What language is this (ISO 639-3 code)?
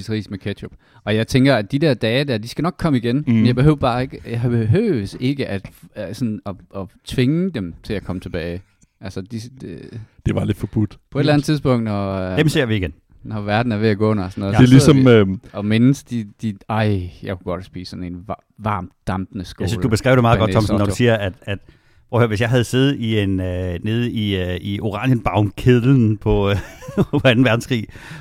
dan